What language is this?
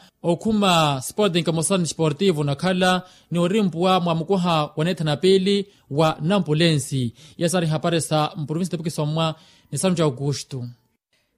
Makhuwa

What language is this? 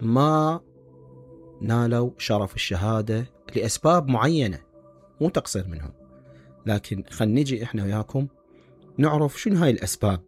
Mesopotamian Arabic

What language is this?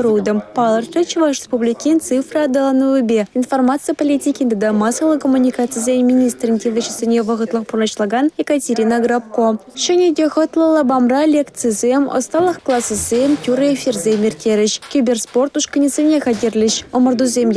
Chuvash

